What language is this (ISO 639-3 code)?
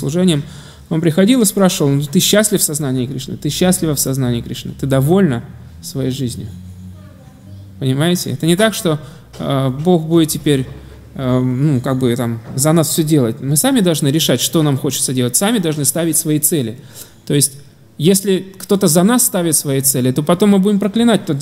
rus